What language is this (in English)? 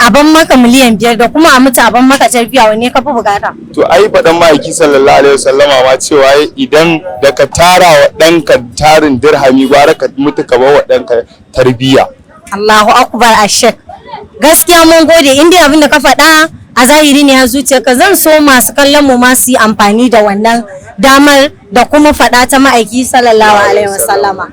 Hausa